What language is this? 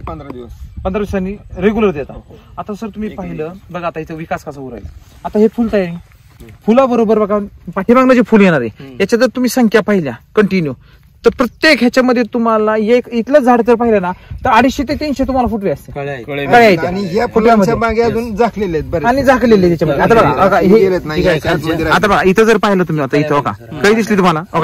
Marathi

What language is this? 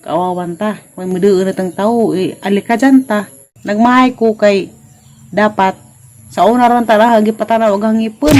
Cebuano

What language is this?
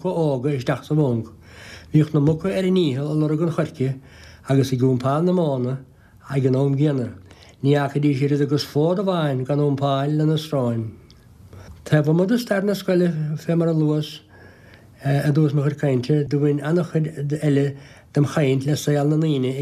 Irish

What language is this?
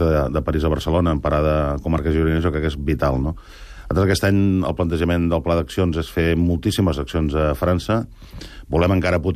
Catalan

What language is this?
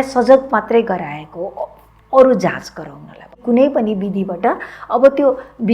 Nepali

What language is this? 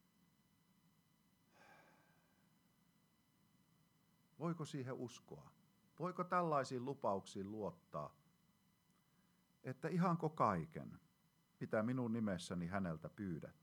Finnish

